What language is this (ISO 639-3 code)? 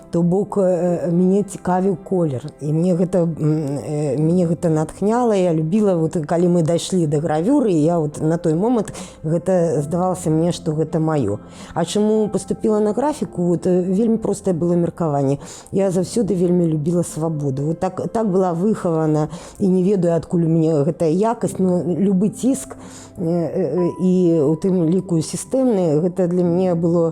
bel